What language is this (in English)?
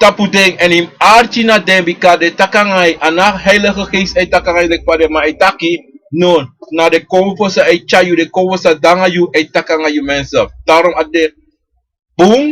Sranan Tongo